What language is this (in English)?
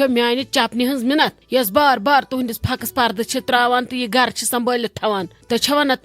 Kashmiri